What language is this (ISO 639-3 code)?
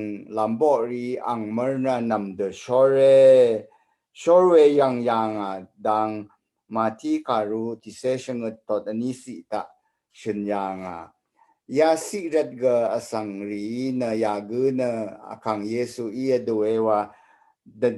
raw